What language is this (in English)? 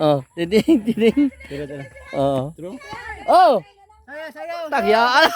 Cebuano